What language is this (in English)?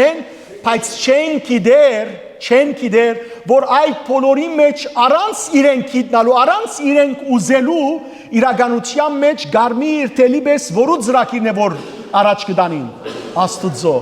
Western Armenian